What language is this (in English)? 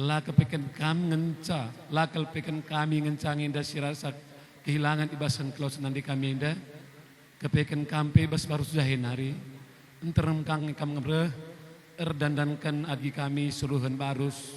Batak Karo